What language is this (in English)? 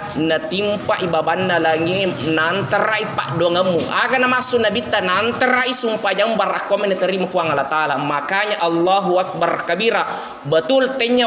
Buginese